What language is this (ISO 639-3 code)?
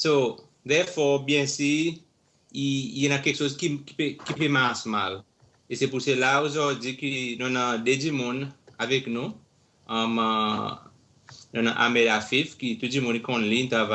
crs